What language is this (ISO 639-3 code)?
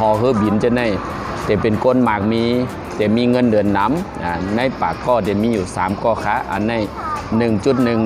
shn